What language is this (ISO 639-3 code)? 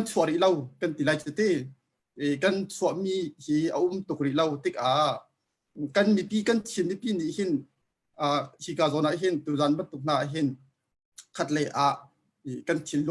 cnh